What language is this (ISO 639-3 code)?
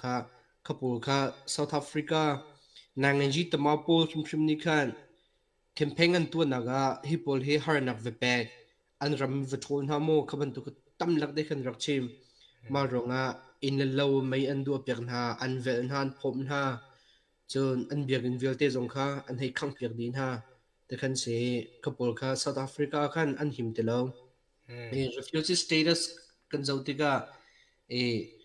cnh